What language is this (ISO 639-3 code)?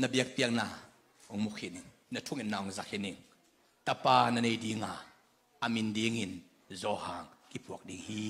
ctd